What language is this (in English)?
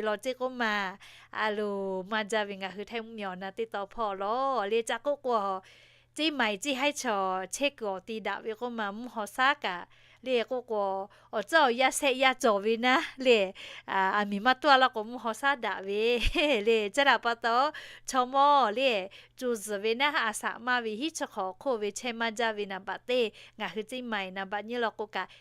Lahu